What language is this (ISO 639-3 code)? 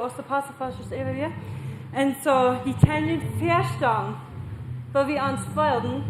pdt